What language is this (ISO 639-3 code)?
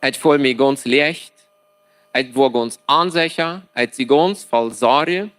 pdt